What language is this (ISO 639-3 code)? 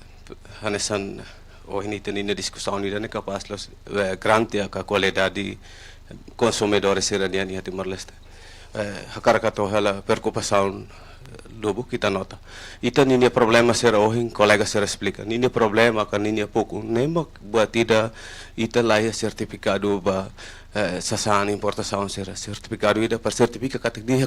tet